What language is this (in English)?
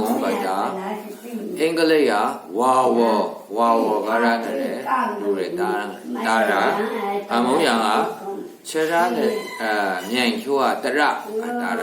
Maru